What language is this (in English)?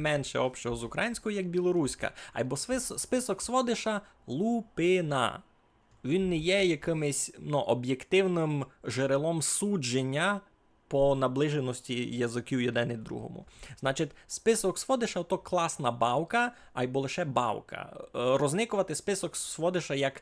Rusyn